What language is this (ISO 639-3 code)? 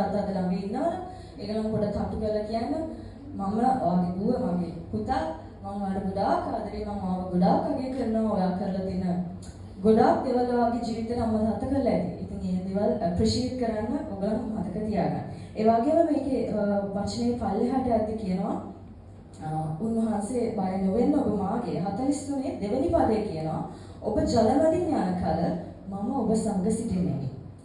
sin